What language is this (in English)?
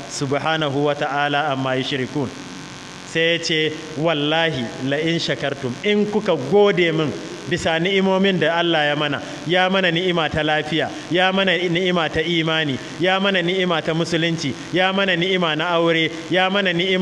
Hausa